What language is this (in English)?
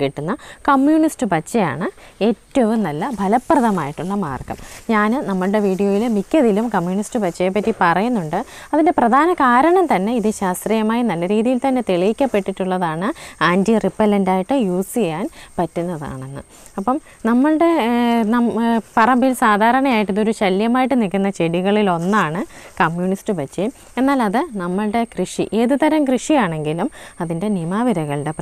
Malayalam